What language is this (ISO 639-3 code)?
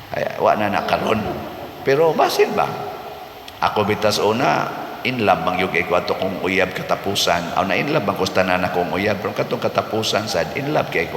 ceb